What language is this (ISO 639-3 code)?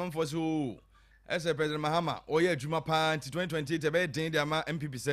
aka